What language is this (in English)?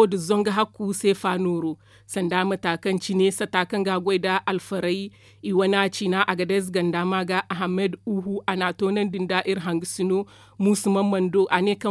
Zarma